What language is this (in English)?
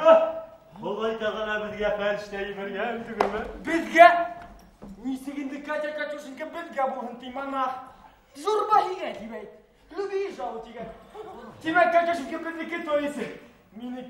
Bashkir